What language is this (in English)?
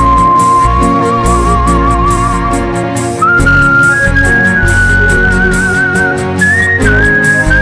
Odia